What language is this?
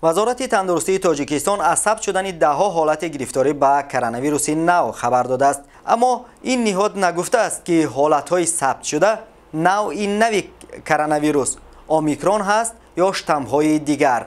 Tajik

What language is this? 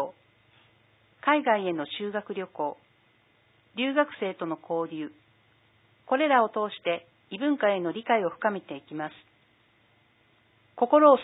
Japanese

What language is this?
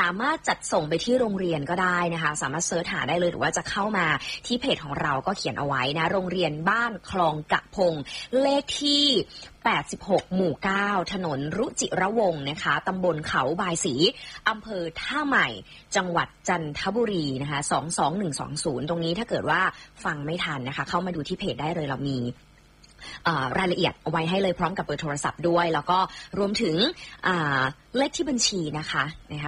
Thai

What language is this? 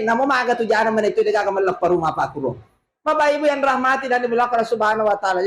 Buginese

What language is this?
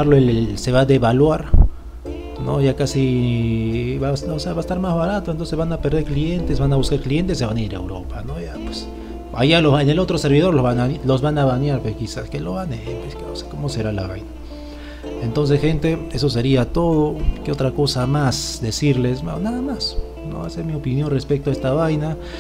Spanish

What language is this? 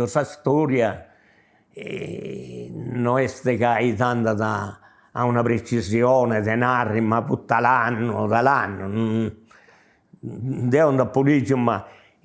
Sardinian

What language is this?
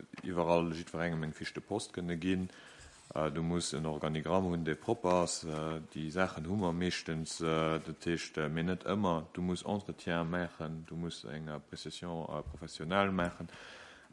Luxembourgish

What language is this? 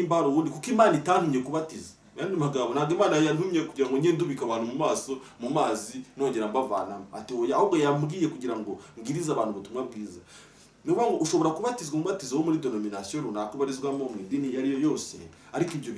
Kinyarwanda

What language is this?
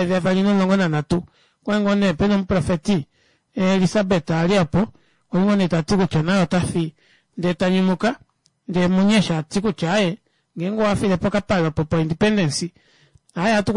Kuanyama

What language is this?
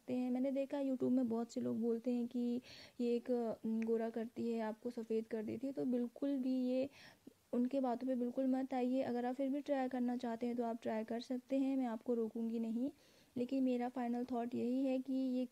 Hindi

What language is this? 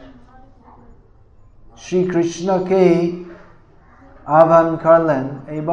Bangla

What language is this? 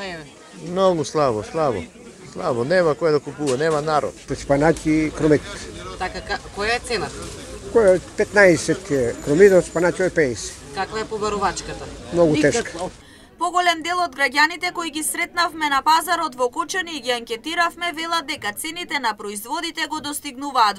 Macedonian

